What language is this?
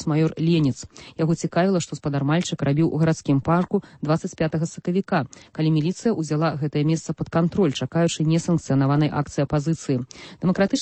Belarusian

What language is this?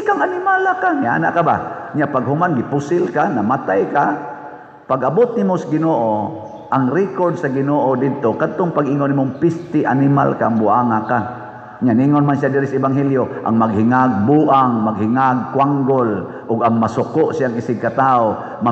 Cebuano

